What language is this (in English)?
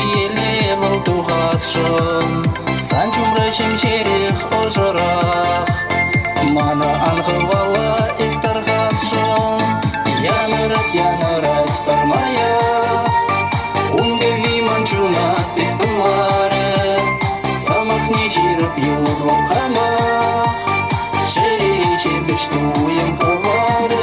Chuvash